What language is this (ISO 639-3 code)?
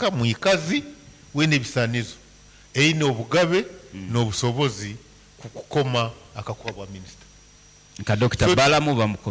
nyn